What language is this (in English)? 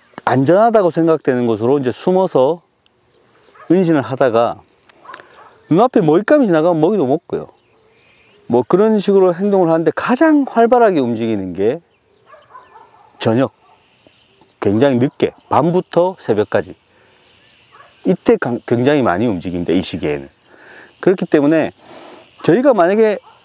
Korean